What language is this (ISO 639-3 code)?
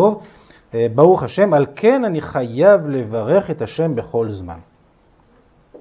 heb